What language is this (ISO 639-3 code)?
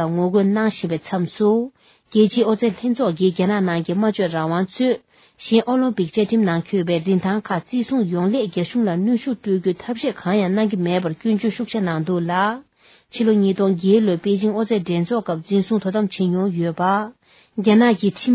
bod